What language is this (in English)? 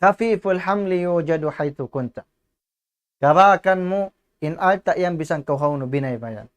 Tausug